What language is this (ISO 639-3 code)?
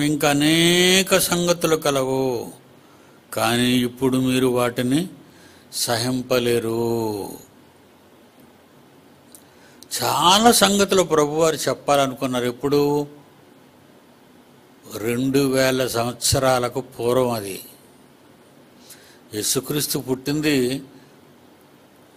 tel